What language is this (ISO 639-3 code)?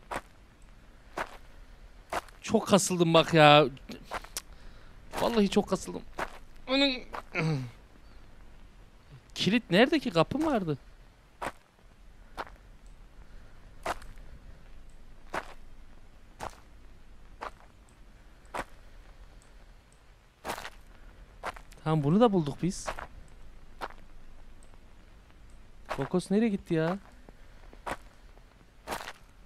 tur